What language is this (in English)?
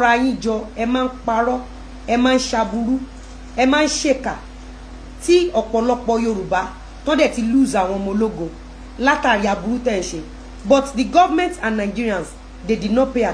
Yoruba